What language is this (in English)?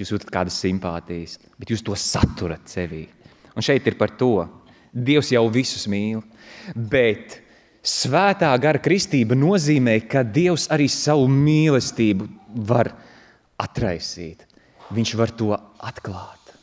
Latvian